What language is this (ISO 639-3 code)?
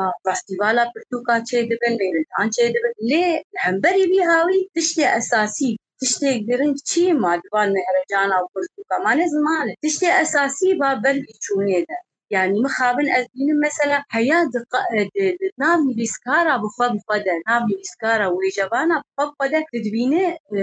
kur